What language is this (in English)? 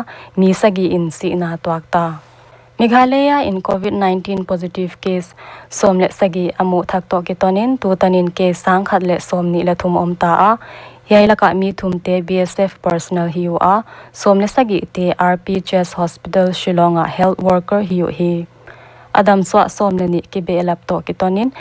Paite Chin